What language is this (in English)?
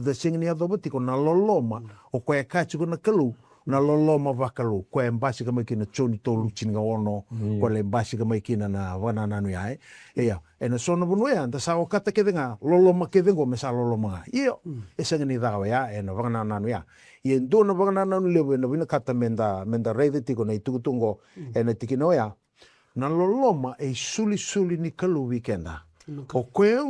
Fijian